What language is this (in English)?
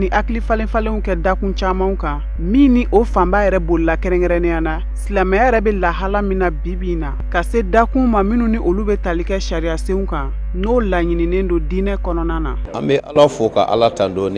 Bambara